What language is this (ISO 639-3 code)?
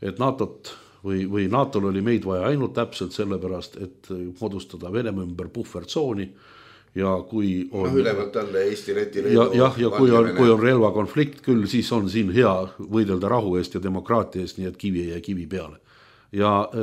est